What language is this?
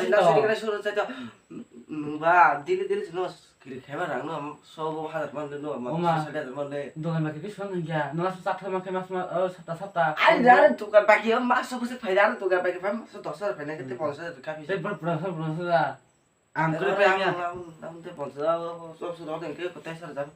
Kok Borok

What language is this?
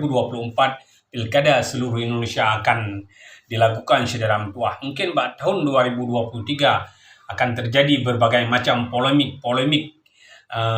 Achinese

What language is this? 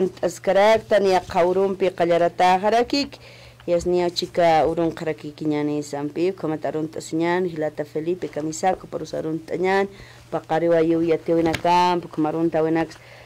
Aymara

